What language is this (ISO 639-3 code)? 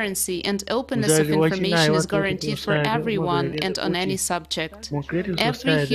nya